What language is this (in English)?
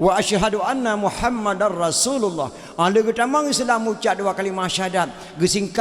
Achinese